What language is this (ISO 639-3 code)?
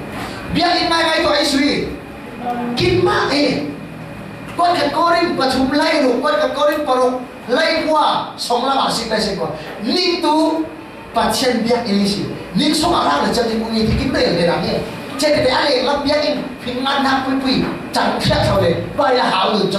cfm